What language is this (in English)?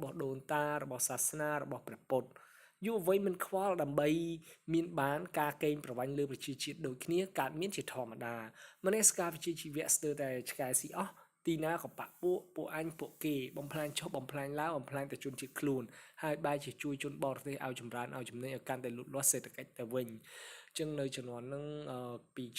Khmer